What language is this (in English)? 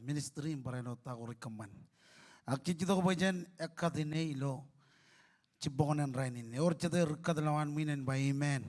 Marshallese